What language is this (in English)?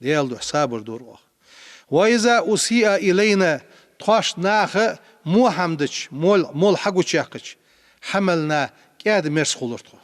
Ingush